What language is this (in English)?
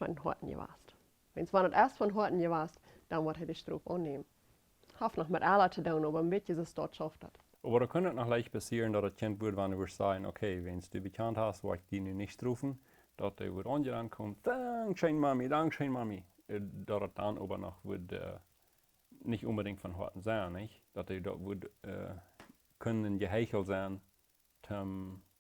Plautdietsch